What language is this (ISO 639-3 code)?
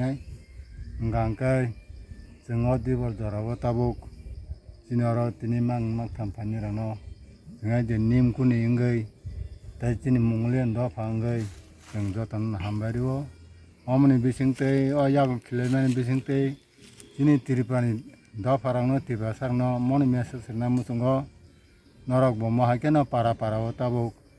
trp